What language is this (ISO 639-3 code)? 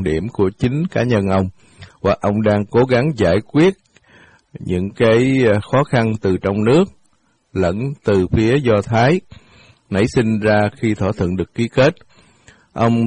vie